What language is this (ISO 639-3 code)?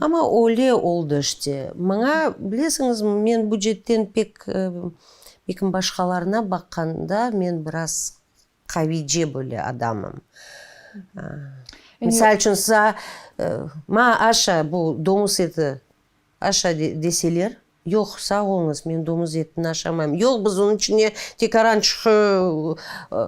crh